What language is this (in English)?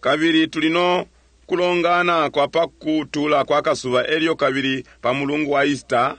Bemba